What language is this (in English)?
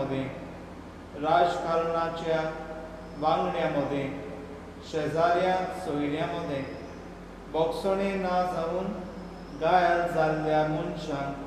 Konkani